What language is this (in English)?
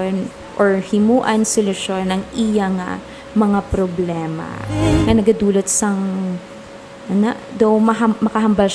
Hiligaynon